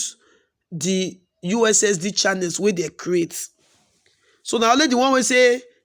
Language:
Nigerian Pidgin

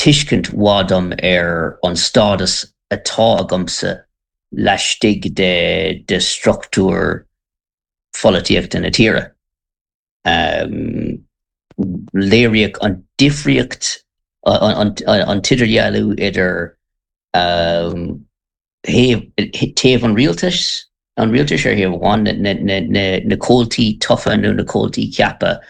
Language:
Irish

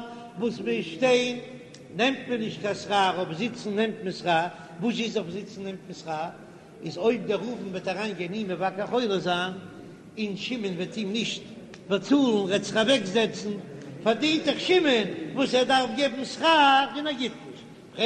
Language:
Yiddish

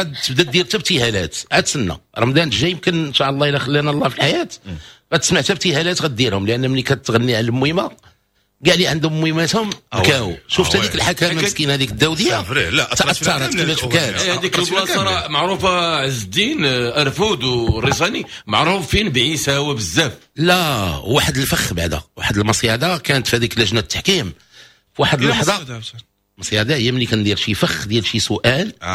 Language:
Moroccan Arabic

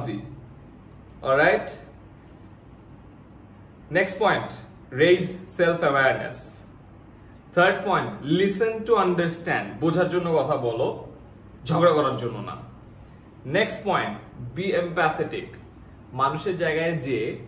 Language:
Bangla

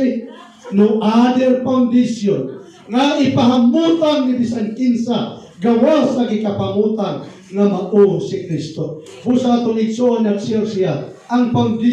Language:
Cebuano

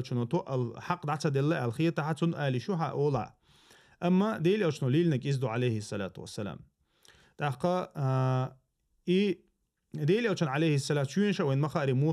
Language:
Chechen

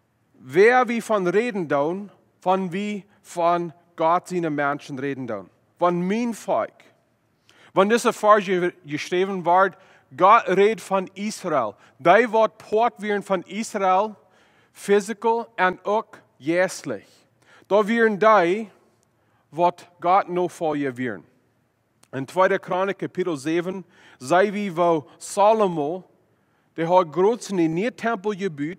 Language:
Plautdietsch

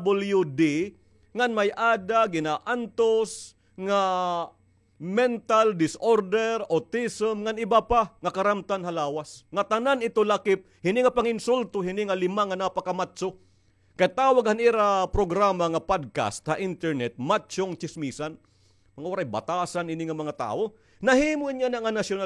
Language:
Waray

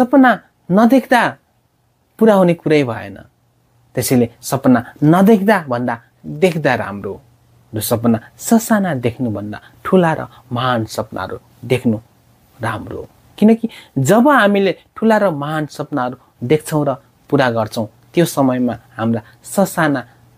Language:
Nepali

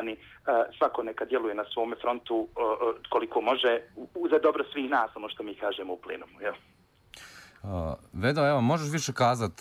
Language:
Bosnian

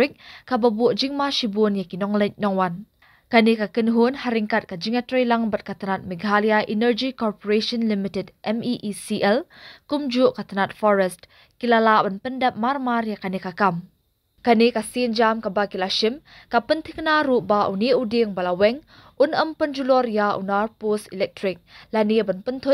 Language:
Khasi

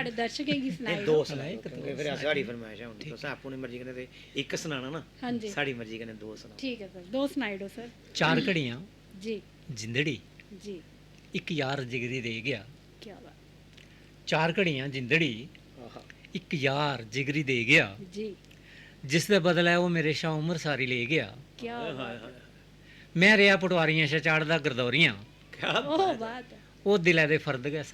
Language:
Dogri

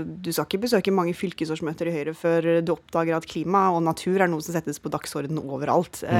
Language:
Norwegian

